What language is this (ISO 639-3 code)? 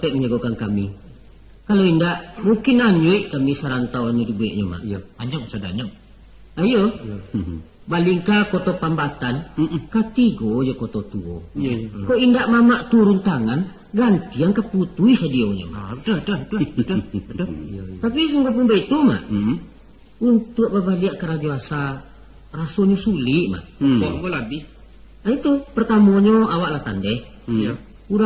min